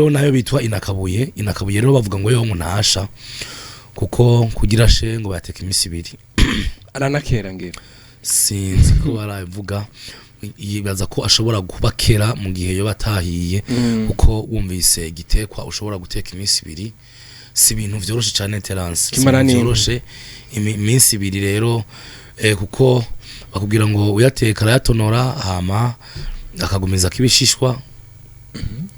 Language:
Rundi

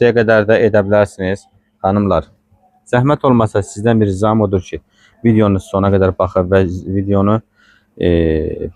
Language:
Azerbaijani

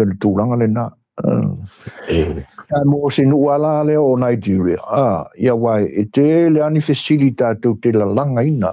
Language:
Samoan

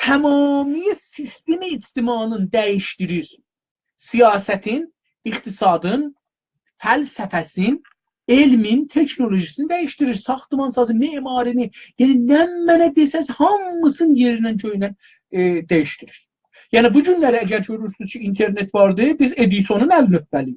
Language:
South Azerbaijani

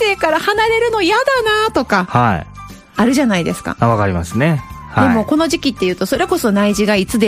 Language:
Japanese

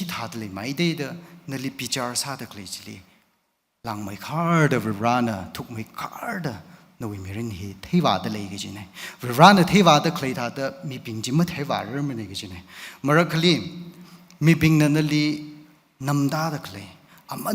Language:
Tangkhul Naga (India)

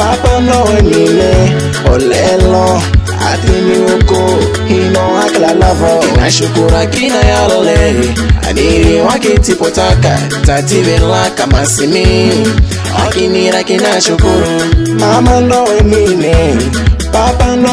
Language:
Swahili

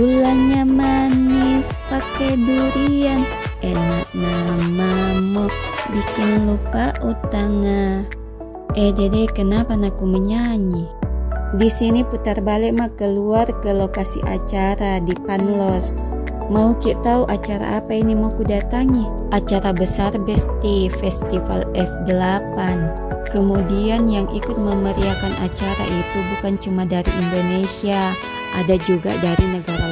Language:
Makassar Malay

